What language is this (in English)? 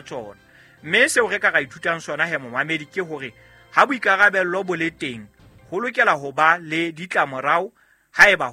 Southern Sotho